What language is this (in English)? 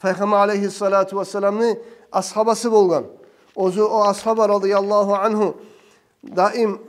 Kumyk